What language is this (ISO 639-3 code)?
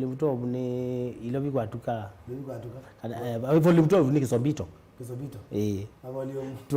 kam